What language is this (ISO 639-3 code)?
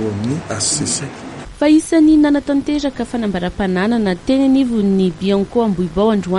mlg